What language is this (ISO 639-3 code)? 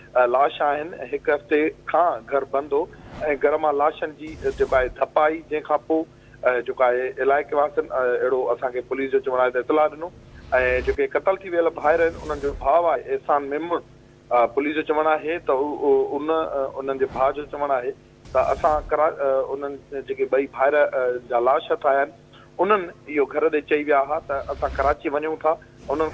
snd